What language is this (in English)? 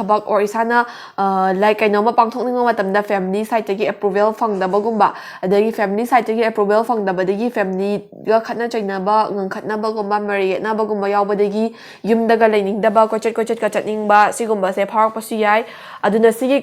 Manipuri